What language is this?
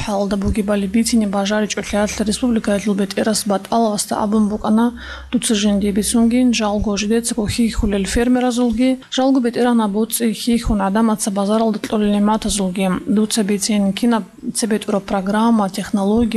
Avaric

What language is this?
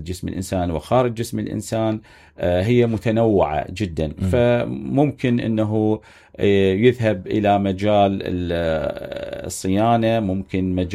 Mesopotamian Arabic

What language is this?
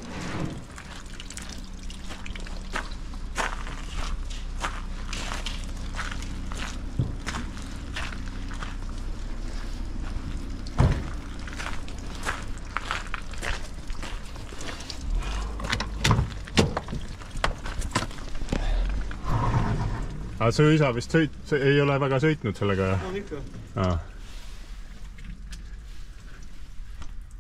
Estonian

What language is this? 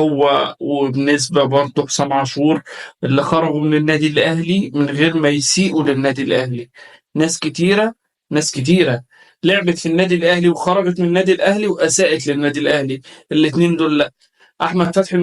Egyptian Arabic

